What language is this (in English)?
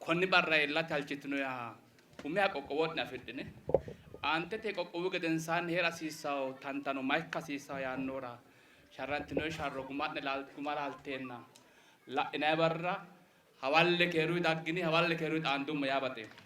Sidamo